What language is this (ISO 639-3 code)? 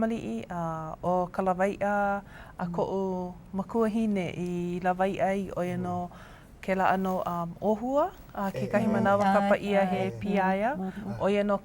haw